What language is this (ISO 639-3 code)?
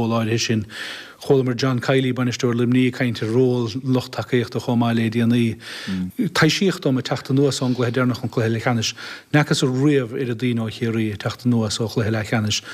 gle